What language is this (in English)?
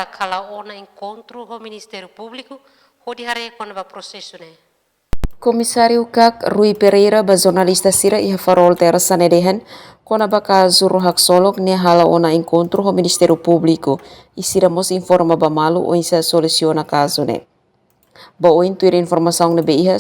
Tetum